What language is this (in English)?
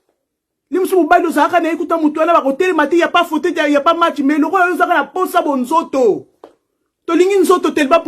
Lingala